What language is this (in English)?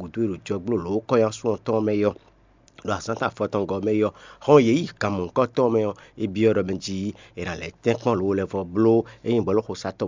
Fon